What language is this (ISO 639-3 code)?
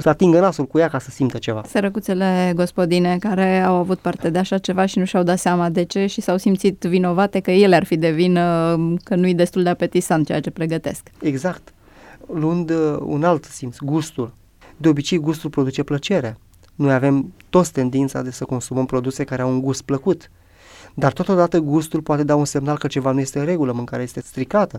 ron